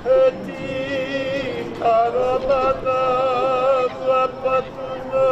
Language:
Māori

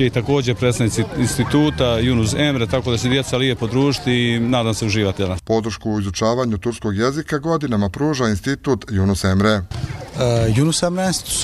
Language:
Bosnian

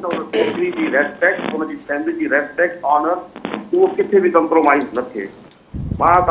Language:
Sindhi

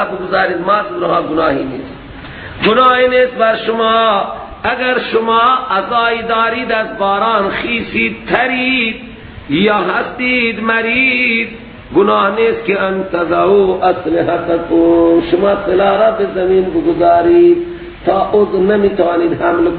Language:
Persian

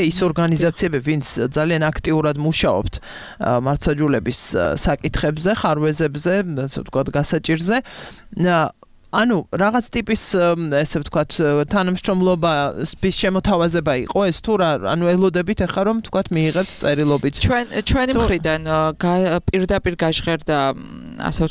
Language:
Georgian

